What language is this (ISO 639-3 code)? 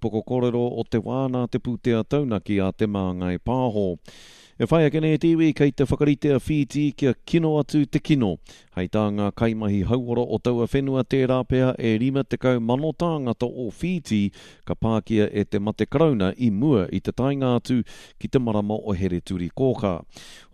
mri